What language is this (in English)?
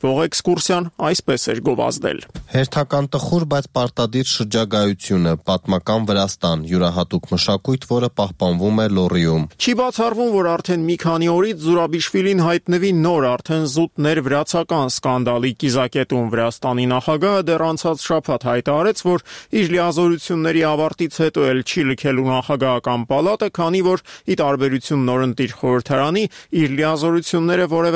Armenian